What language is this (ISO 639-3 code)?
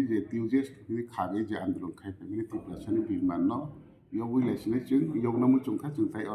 trp